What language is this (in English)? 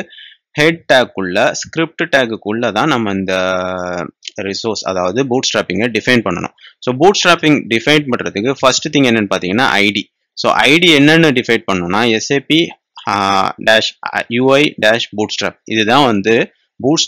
Tamil